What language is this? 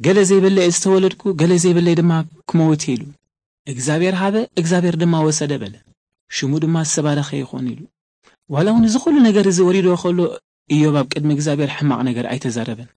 Tigrinya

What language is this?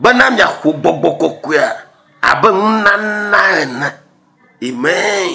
Ewe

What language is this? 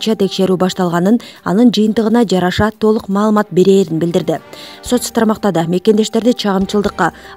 Kyrgyz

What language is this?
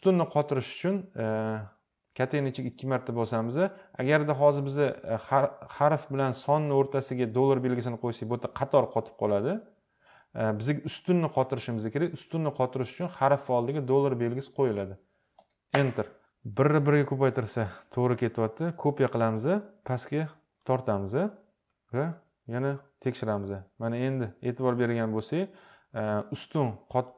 Uzbek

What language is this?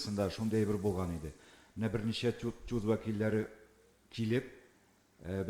Tatar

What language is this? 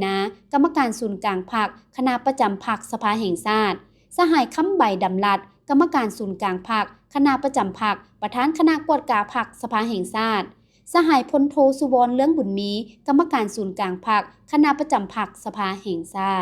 Lao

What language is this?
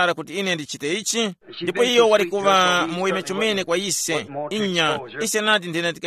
Tumbuka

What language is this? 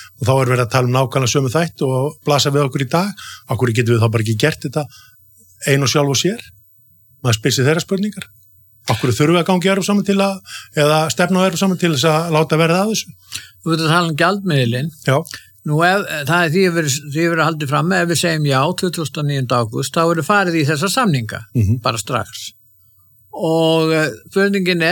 Icelandic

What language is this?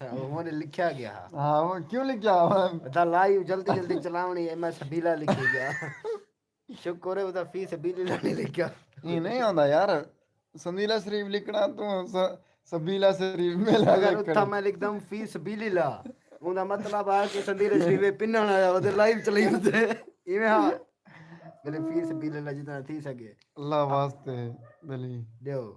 Saraiki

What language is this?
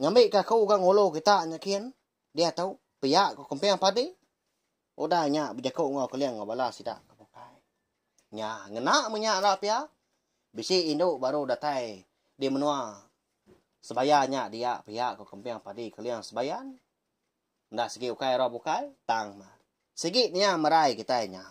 Iban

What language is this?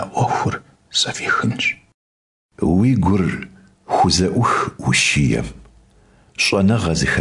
Kabardian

